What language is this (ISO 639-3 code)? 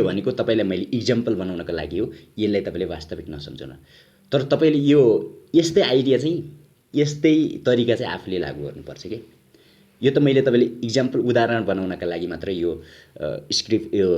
nep